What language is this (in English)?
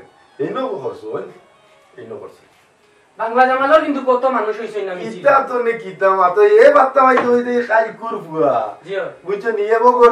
Sylheti